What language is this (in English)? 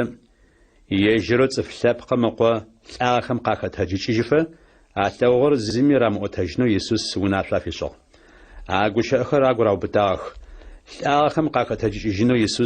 Adyghe